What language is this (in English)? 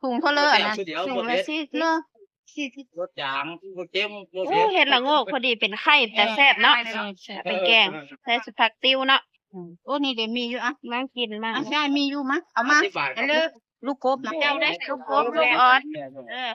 Northeastern Thai